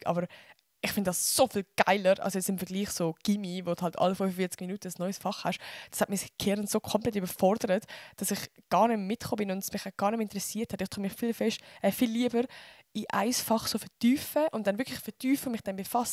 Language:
Swiss German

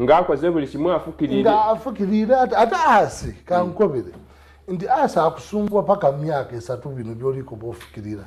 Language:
Soga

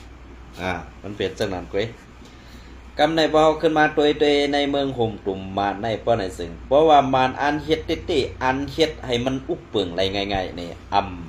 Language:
Shan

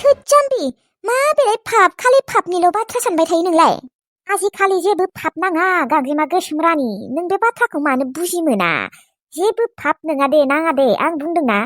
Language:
Bodo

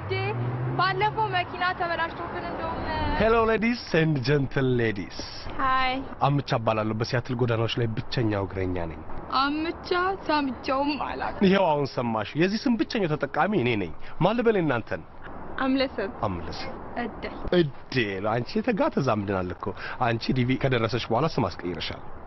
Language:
Amharic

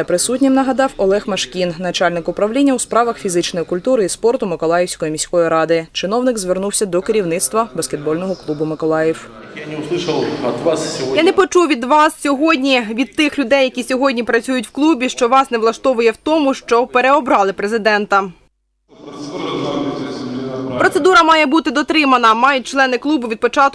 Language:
Ukrainian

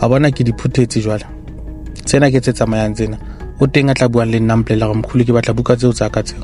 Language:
Southern Sotho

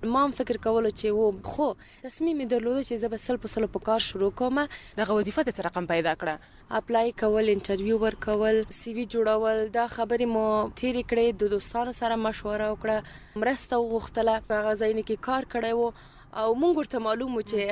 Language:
Pashto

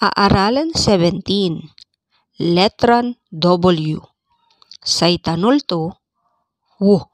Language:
Pangasinan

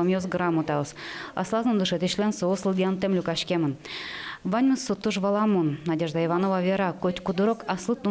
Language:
Udmurt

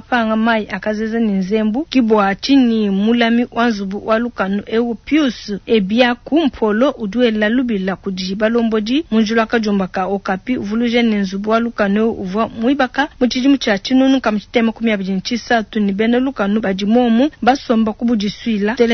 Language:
Luba-Lulua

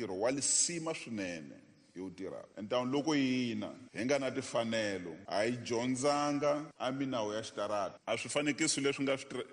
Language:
Tsonga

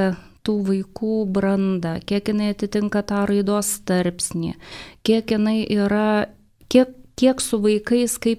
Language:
Lithuanian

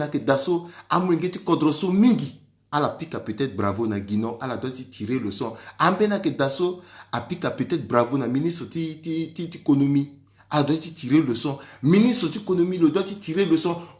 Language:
Sango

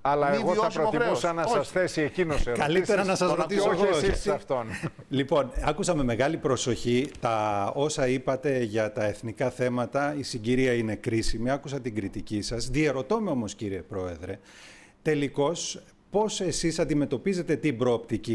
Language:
Greek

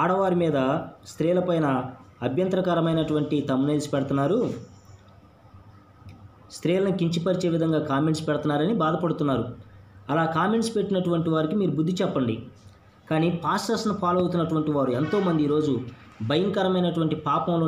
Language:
Telugu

